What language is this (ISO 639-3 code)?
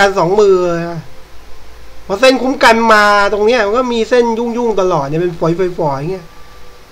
tha